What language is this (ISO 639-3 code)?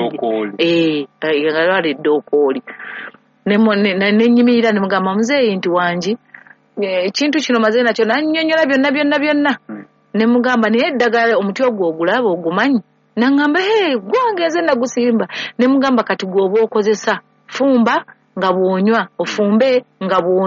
lug